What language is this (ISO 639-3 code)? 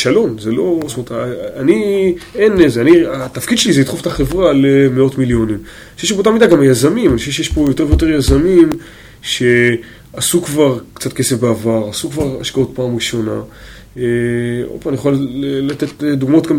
heb